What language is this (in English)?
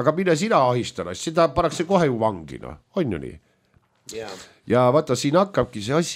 Estonian